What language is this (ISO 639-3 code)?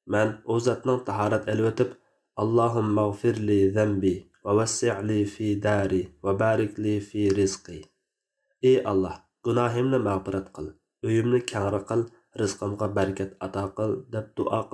uig